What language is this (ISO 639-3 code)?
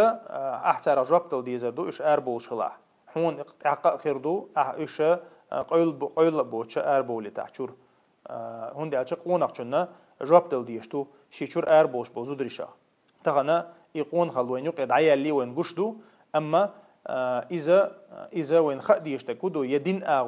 che